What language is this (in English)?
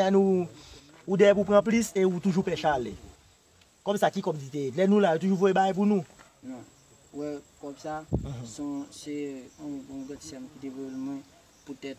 Haitian Creole